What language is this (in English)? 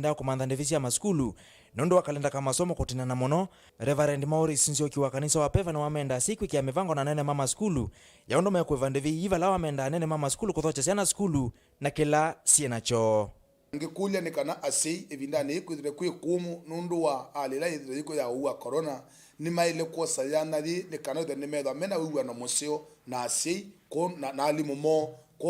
Kamba